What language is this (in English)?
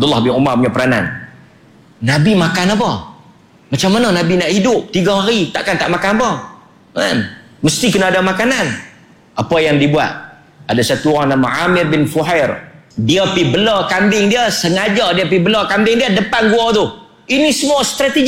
Malay